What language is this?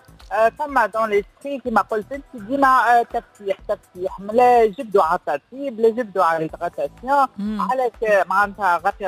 Tunisian Arabic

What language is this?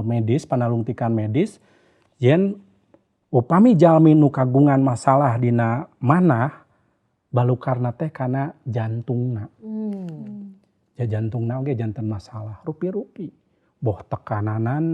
Sundanese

